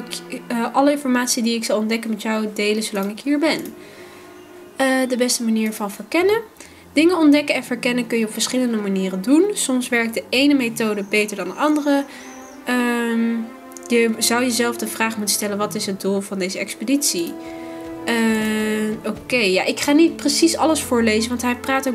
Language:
Dutch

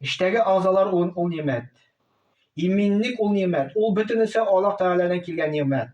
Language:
Tatar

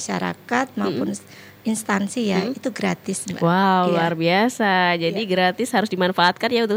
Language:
Indonesian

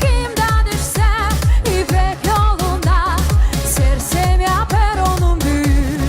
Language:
Gagauz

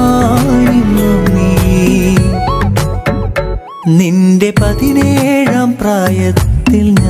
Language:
Malayalam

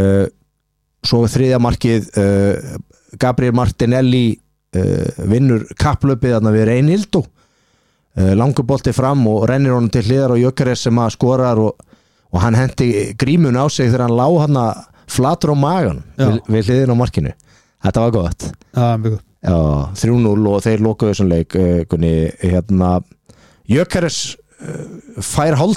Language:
Icelandic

